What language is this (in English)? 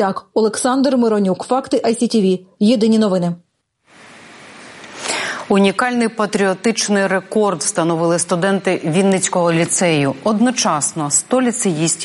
Ukrainian